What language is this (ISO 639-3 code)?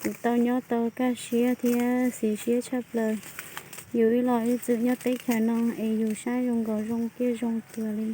hmn